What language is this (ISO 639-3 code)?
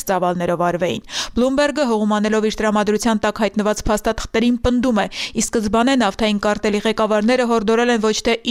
hye